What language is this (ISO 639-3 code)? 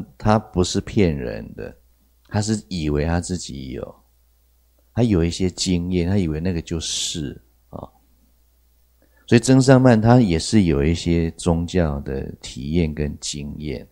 zho